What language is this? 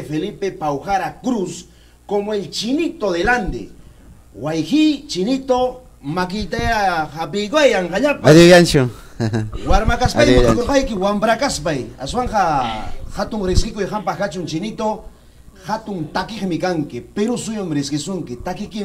Ayacucho Quechua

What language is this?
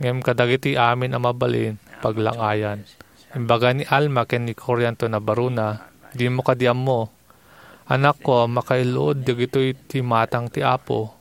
Iloko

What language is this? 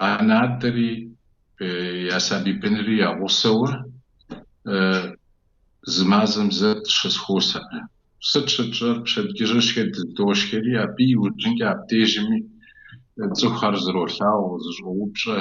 Kabardian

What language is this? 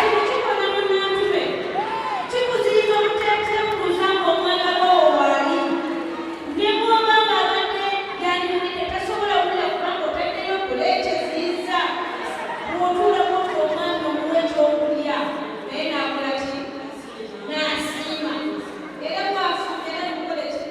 Ganda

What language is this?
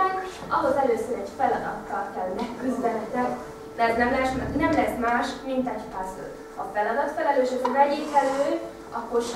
Hungarian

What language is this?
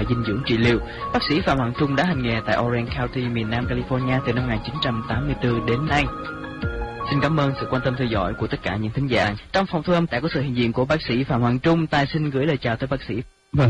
Vietnamese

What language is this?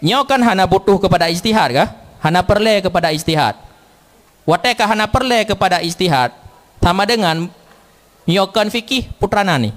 Achinese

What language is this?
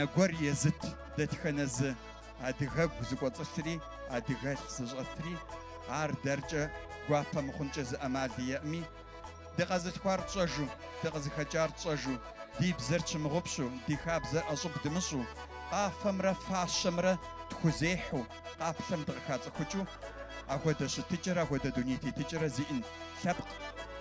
Kabardian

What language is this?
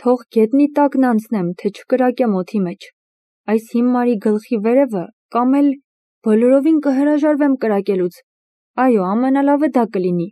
Armenian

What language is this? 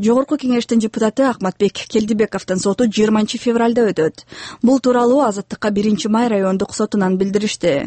Kyrgyz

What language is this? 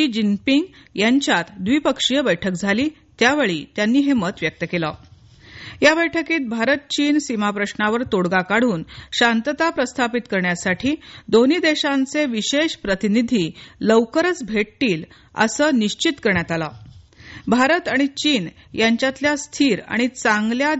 Marathi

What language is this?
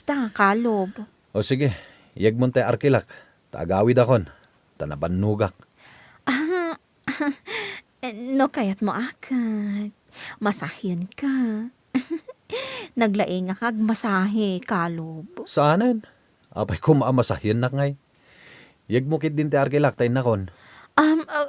Iloko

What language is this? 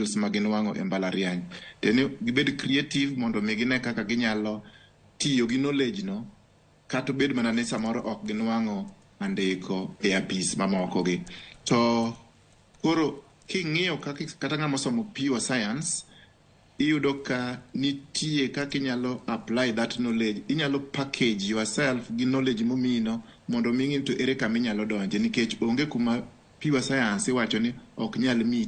Luo (Kenya and Tanzania)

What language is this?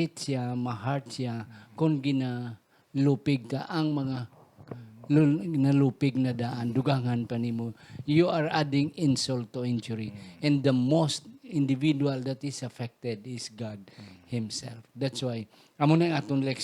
Hiligaynon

